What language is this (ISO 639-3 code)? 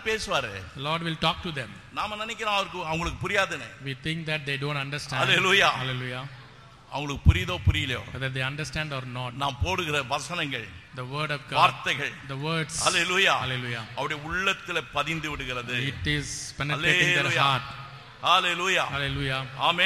tam